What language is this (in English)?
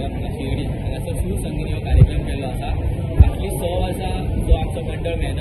Konkani